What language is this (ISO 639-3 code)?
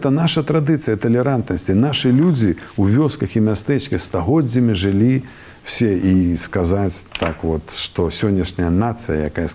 bel